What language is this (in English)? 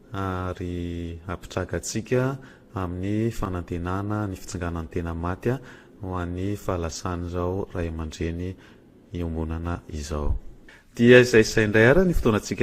Malagasy